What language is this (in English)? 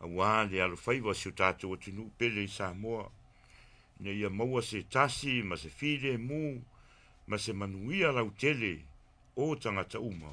Samoan